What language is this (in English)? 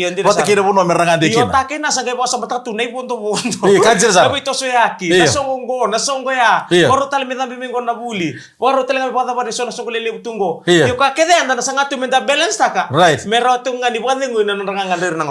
Fijian